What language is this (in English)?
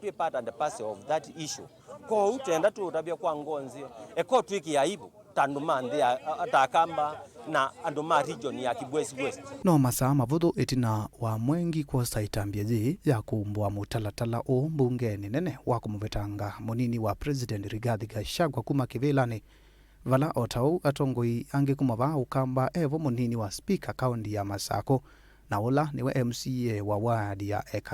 Kamba